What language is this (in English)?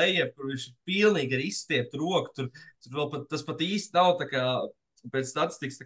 Latvian